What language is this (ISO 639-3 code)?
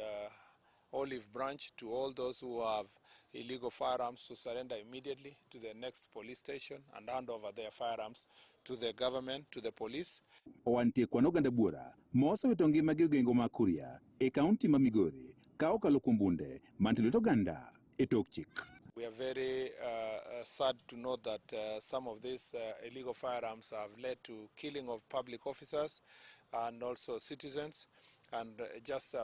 luo